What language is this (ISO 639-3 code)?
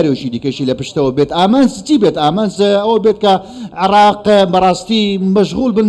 ckb